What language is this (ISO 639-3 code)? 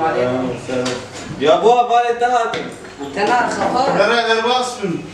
kur